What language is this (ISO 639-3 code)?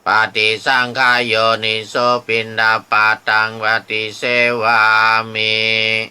pli